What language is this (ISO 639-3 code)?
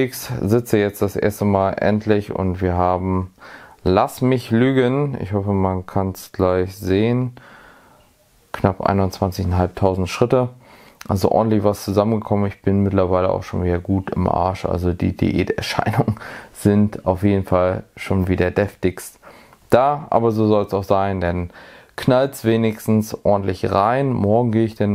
deu